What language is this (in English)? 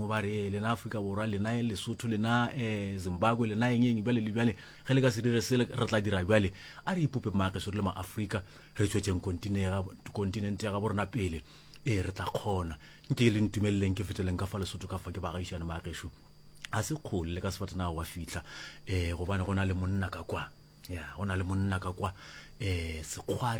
Northern Sotho